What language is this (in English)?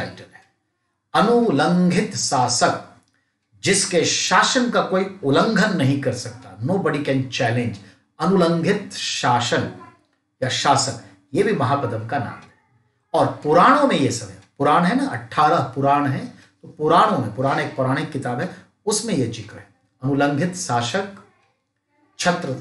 Hindi